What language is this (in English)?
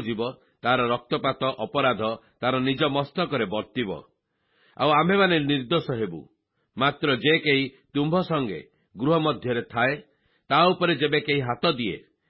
Odia